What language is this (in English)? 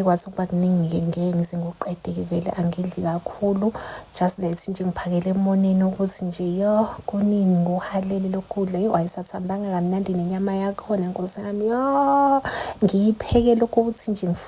Zulu